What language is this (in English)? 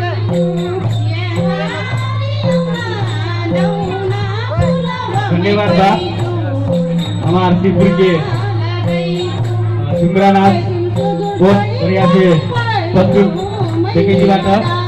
Bhojpuri